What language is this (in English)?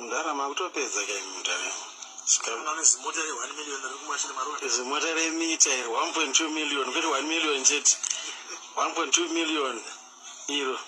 Shona